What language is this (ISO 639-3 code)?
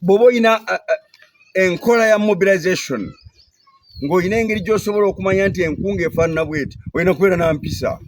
lug